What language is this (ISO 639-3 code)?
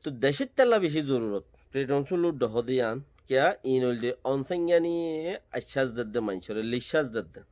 rhg